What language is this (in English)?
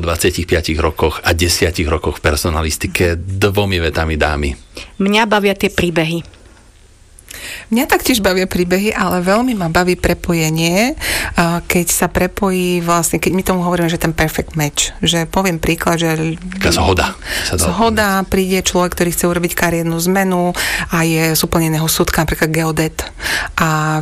Slovak